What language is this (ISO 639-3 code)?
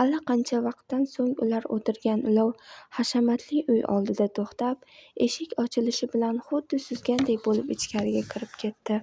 uzb